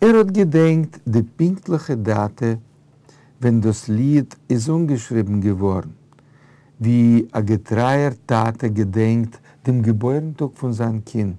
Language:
Yiddish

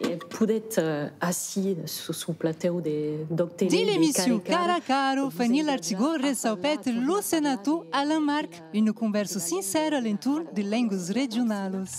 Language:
Occitan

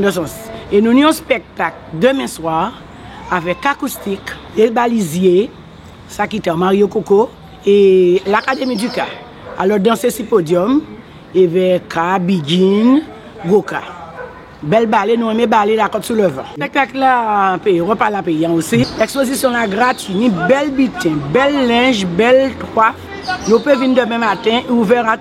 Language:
Guadeloupean Creole French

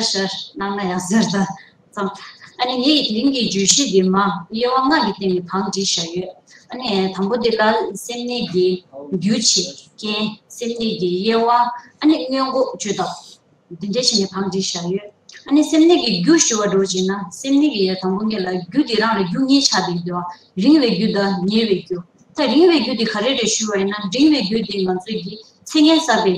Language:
Tibetan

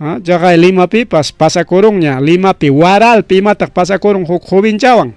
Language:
Ayacucho Quechua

